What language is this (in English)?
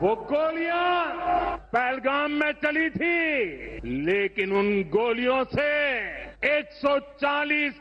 Mizo